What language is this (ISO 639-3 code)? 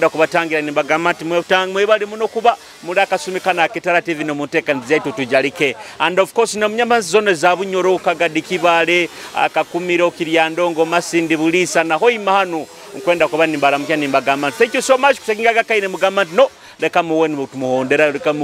nyo